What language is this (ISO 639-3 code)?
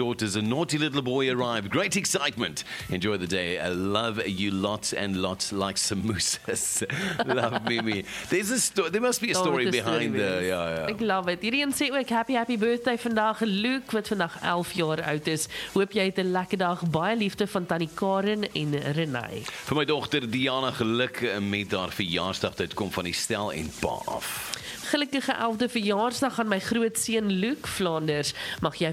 afr